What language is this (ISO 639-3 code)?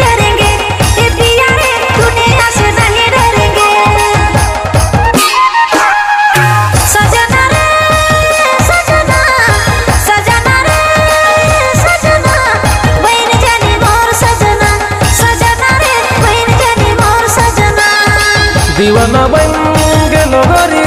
sck